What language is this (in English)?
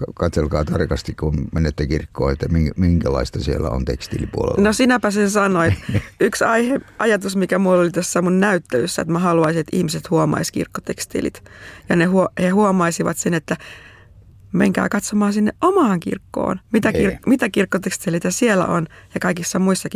Finnish